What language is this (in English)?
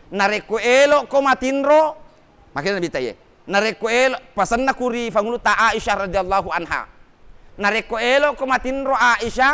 Buginese